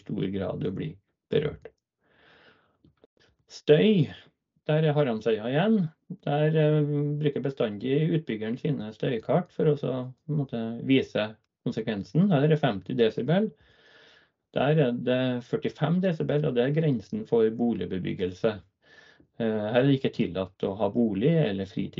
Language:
Norwegian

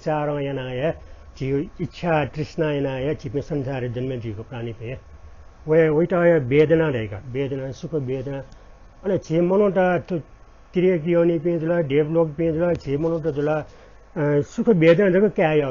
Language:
Newari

